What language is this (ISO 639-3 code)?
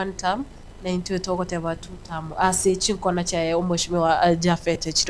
guz